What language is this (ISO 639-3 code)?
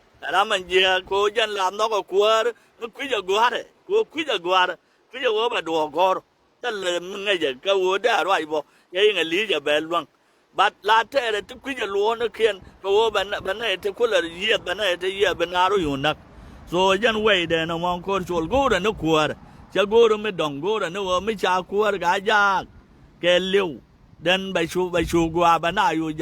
nus